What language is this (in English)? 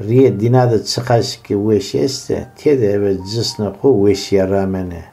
Zaza